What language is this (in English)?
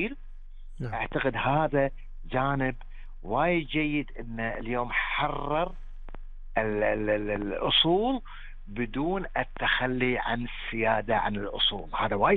Gulf Arabic